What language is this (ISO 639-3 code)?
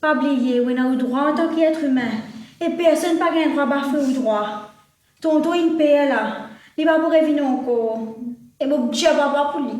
mfe